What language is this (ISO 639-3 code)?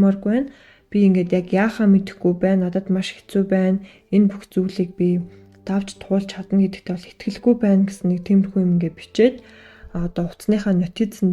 mon